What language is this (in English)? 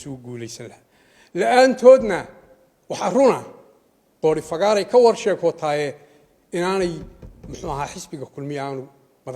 Somali